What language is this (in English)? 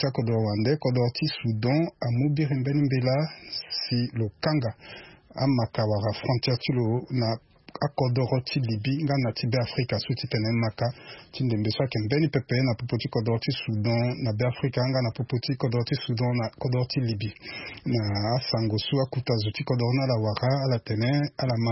Sango